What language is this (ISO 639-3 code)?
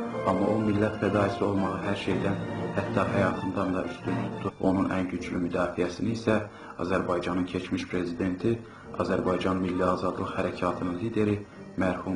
azb